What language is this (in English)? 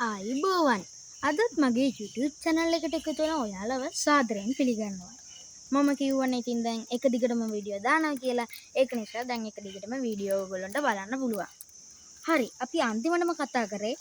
Sinhala